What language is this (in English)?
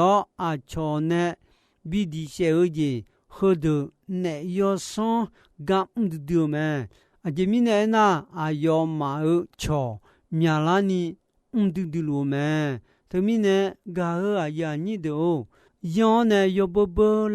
Akha